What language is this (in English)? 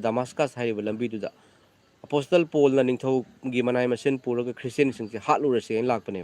Manipuri